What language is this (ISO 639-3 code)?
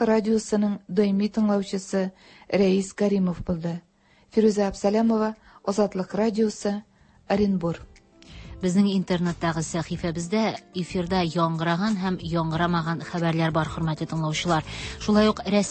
tat